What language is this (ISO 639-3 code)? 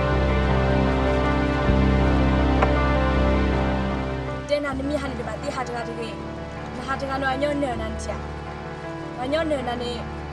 ksw